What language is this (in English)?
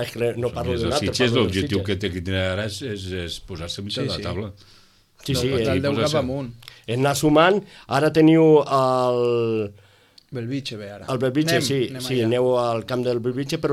Catalan